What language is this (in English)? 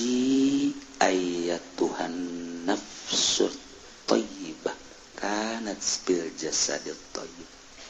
Sundanese